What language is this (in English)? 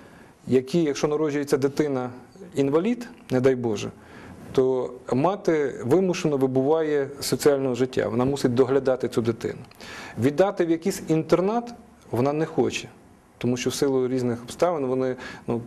Ukrainian